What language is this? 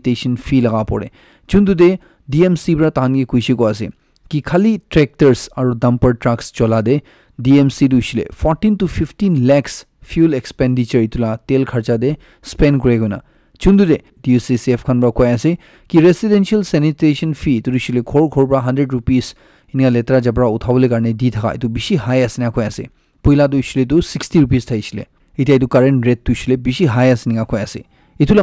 Naga Pidgin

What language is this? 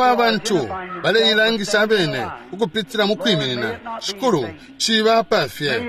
Bemba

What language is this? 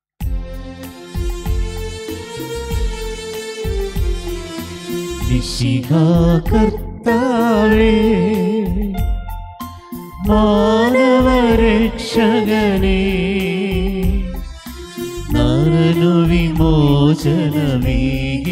Malayalam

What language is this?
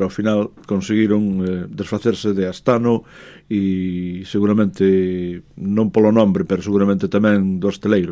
Galician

